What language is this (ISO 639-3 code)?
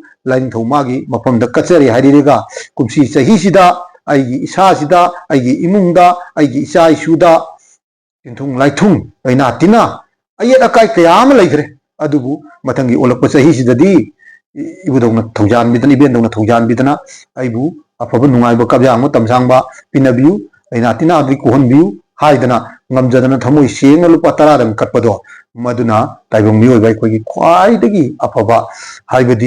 mni